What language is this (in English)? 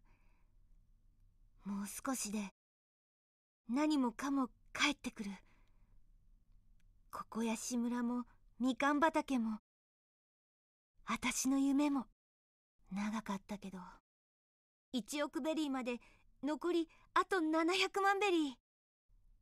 Japanese